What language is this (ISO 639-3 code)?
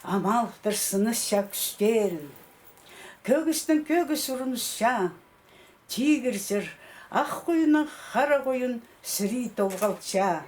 kjh